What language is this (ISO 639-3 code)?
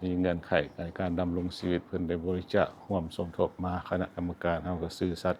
lao